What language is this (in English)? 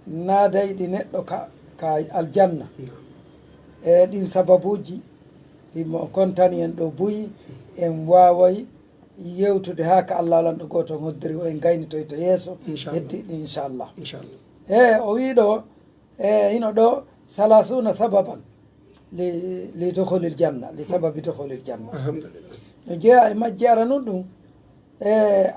Pular